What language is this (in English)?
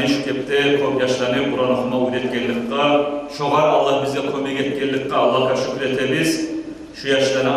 Kumyk